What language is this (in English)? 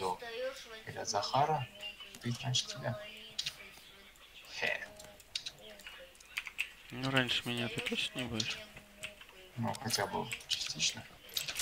Russian